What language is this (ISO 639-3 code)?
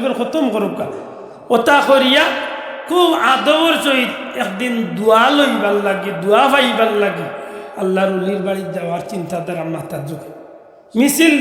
syl